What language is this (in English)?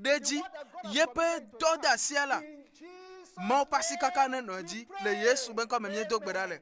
Ewe